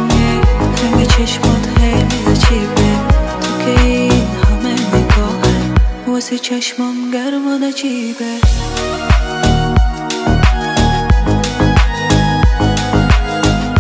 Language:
Persian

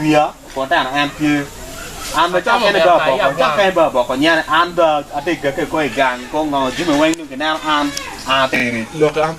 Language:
Acoli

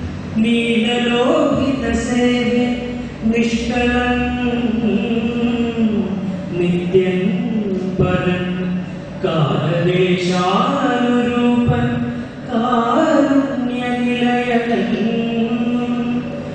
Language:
Malayalam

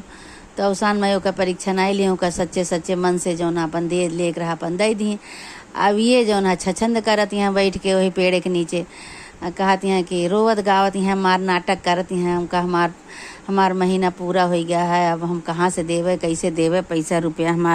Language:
Awadhi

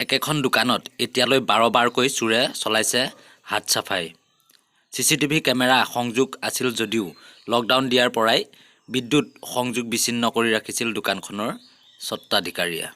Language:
Assamese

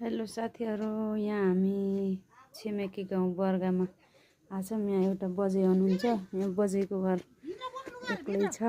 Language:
Nepali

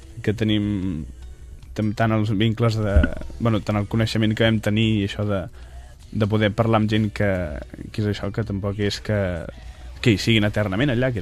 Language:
Catalan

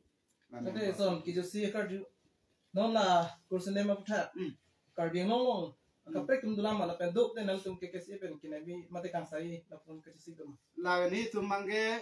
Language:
Karbi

